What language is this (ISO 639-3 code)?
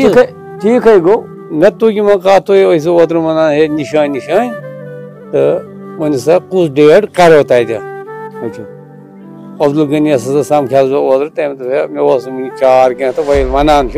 kas